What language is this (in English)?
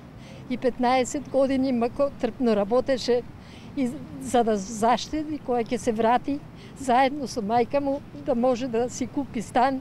Macedonian